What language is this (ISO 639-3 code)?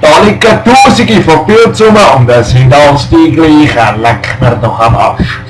gsw